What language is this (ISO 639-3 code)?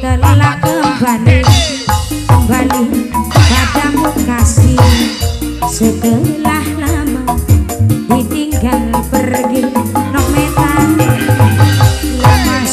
ind